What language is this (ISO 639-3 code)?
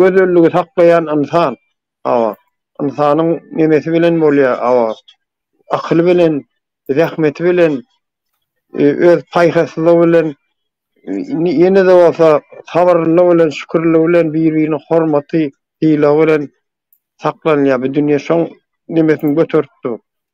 tuk